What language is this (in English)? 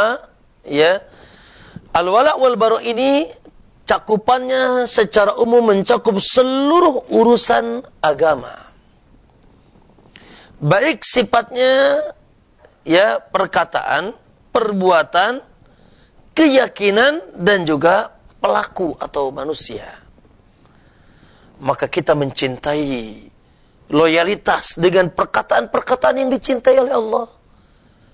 Indonesian